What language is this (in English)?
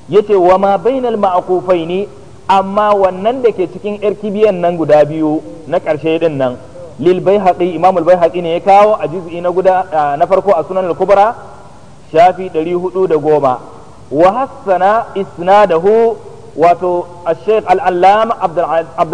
Hausa